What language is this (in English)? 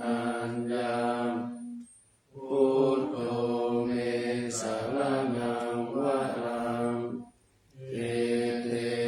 Pali